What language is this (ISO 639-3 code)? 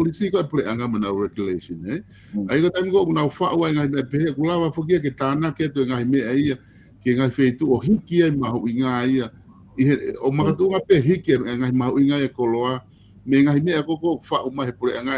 ton